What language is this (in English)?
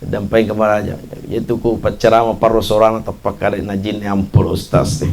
Buginese